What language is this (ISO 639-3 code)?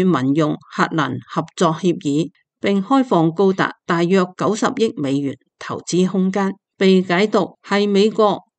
yue